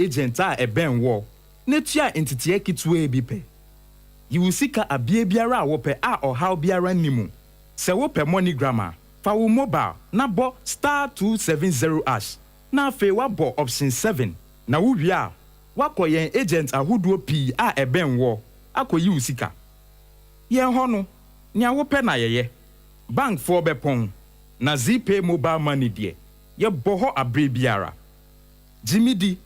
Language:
Akan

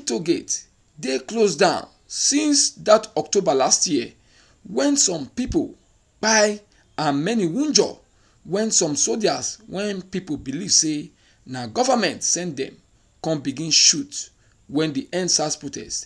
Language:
Nigerian Pidgin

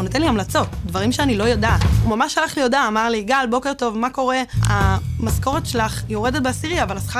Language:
Hebrew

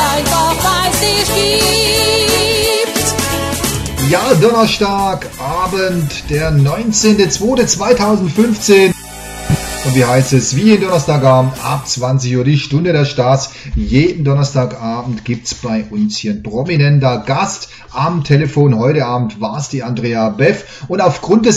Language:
German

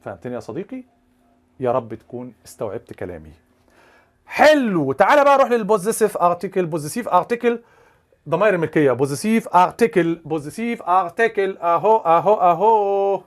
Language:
Egyptian Arabic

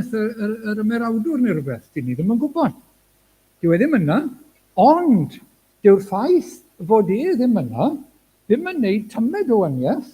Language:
Welsh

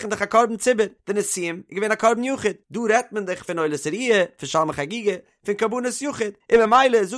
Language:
Yiddish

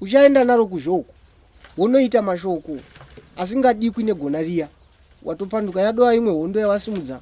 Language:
Shona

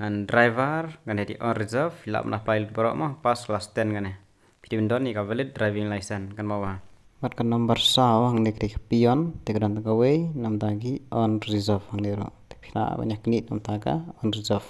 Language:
Khasi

